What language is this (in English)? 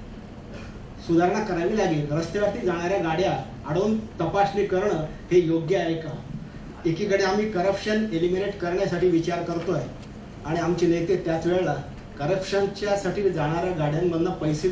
Marathi